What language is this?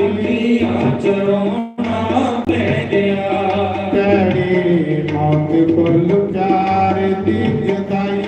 Dogri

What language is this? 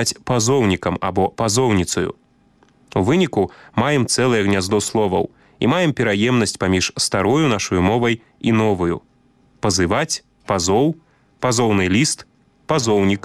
Belarusian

